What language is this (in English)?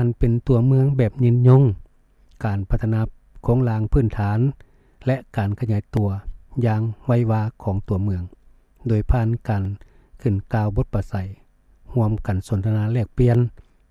Lao